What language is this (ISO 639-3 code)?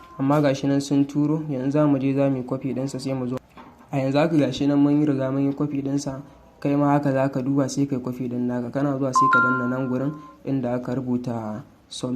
hau